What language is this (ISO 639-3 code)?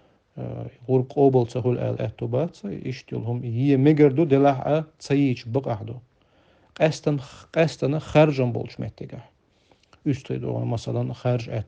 che